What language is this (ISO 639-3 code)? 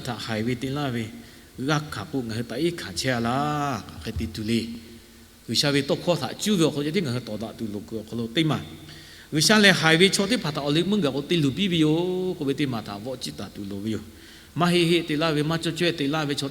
lhu